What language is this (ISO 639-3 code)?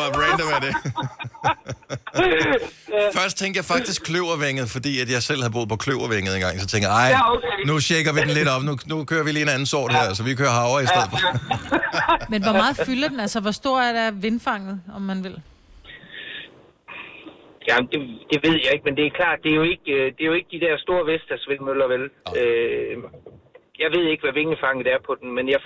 dan